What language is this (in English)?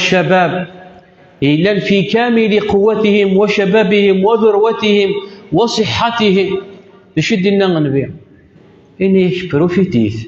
Kabyle